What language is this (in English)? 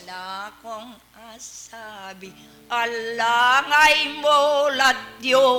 Pampanga